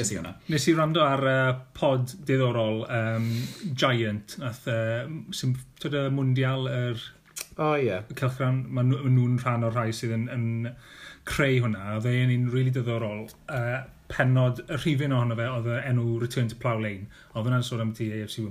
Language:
Welsh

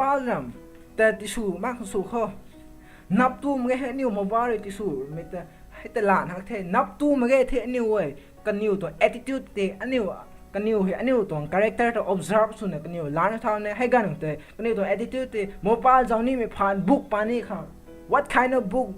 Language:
Rongmei Naga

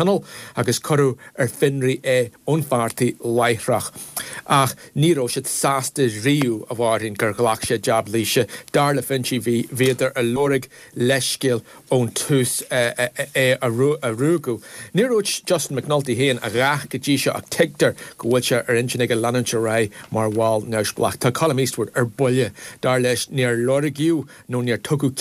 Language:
Irish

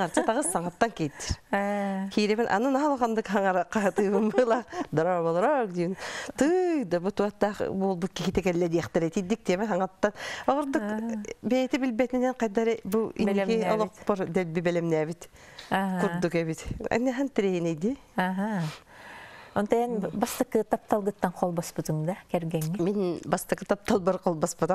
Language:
Yakut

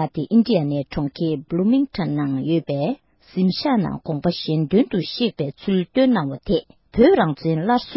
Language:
Tibetan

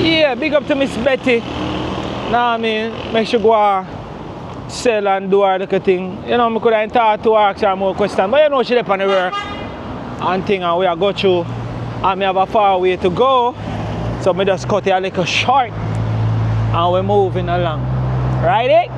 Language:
Jamaican Creole English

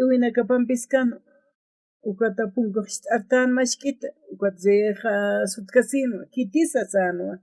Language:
Aymara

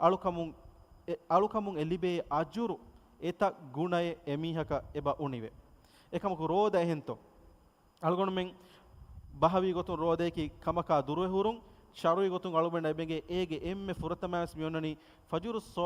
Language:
Divehi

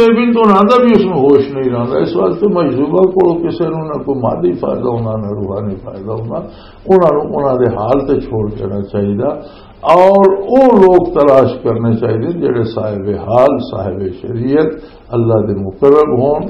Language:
Western Panjabi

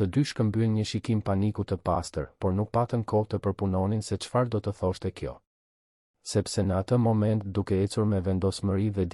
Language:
Albanian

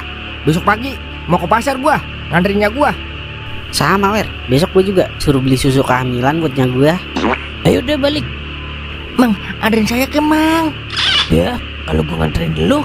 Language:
Betawi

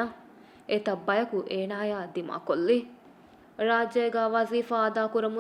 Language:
Divehi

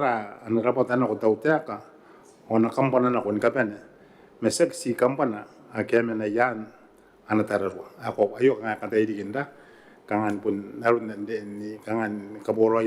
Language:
Gilbertese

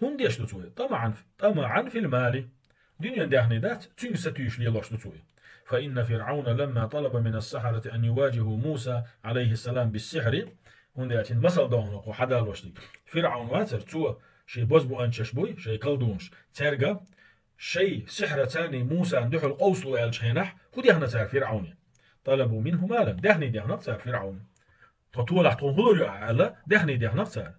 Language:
Chechen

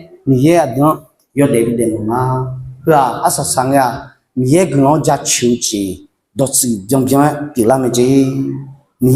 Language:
Akha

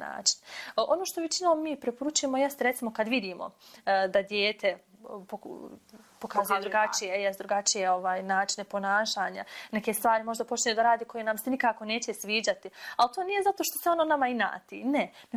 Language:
Bosnian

